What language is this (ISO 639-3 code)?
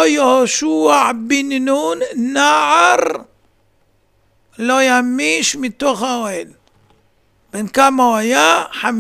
heb